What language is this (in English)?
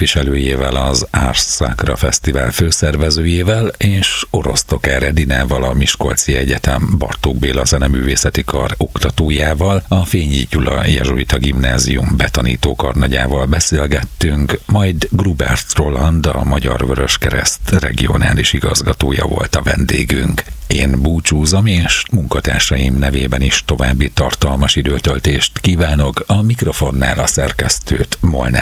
Hungarian